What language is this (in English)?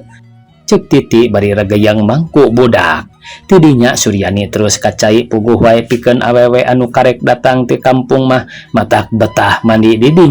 Sundanese